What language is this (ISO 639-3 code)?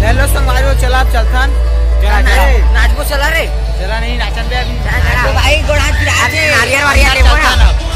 hne